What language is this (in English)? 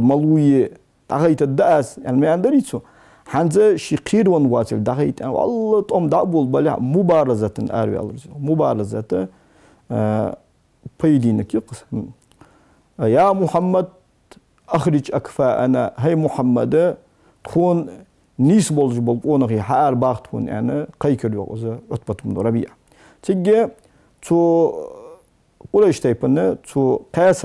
Ingush